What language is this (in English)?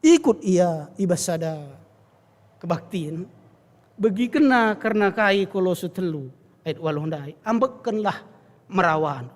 Batak Karo